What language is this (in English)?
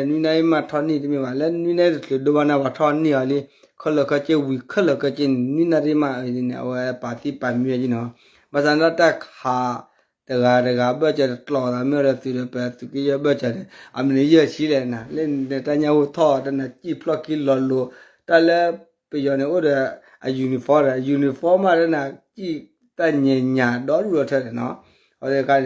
S'gaw Karen